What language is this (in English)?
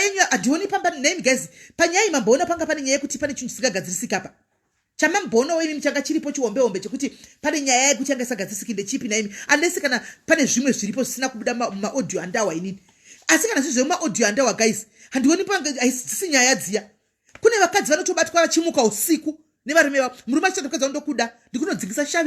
Shona